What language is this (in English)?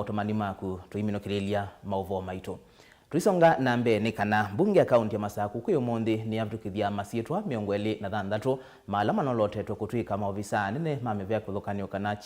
Kamba